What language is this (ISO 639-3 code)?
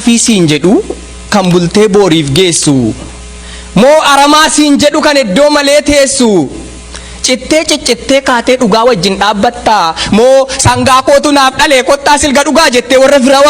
orm